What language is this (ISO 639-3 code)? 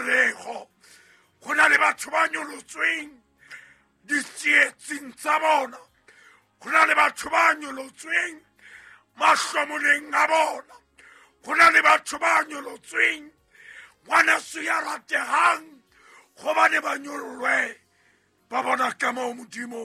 sot